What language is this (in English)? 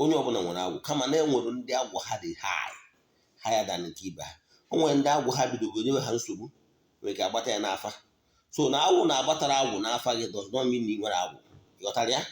Igbo